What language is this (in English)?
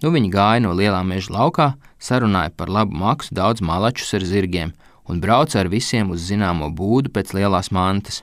Latvian